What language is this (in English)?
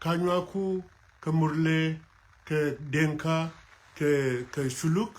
Amharic